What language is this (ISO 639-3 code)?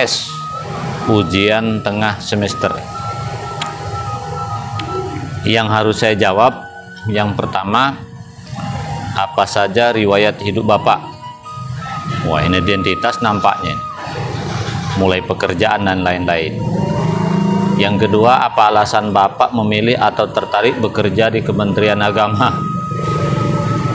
ind